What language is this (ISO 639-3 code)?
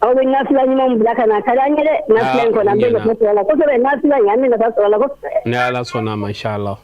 bam